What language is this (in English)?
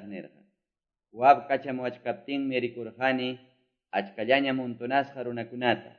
Quechua